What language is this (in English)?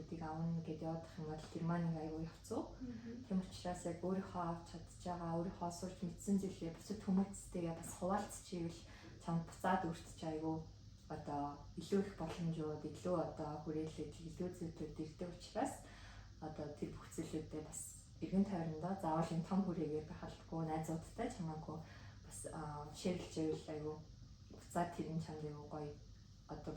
Mongolian